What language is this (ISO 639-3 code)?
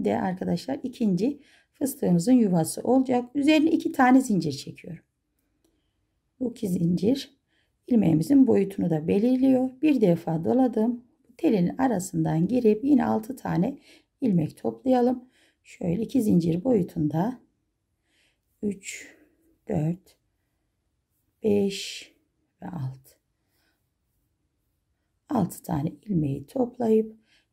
tur